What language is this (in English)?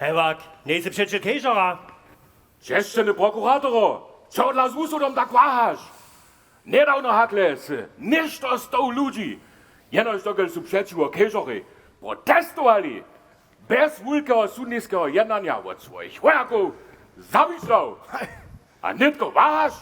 Upper Sorbian